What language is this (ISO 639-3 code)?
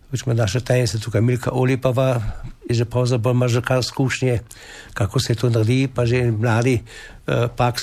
slv